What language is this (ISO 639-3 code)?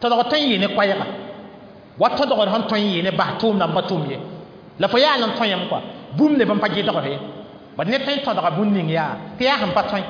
mos